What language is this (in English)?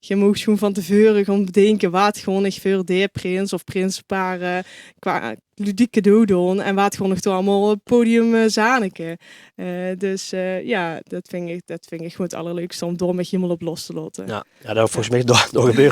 Limburgish